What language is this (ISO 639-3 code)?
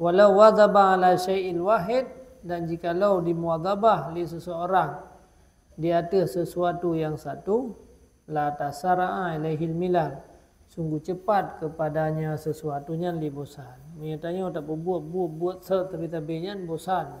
ace